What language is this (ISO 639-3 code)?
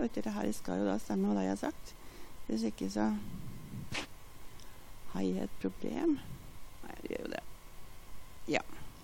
nor